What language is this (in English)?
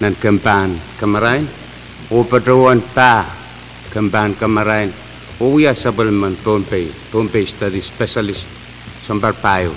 Pohnpeian